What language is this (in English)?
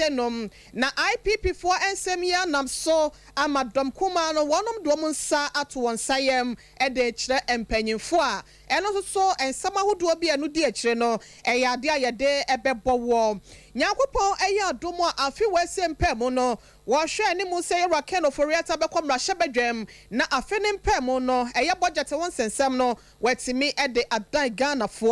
Akan